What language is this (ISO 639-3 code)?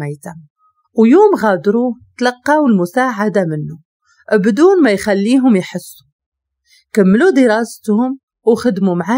ary